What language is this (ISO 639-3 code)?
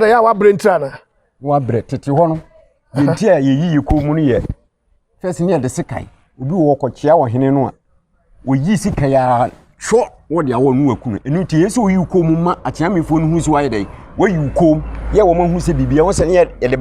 aka